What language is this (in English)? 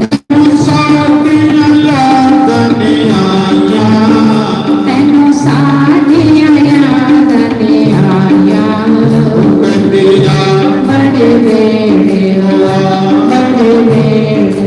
Dogri